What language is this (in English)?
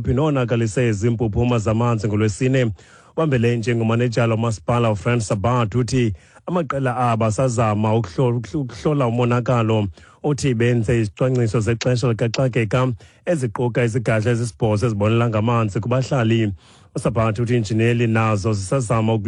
Xhosa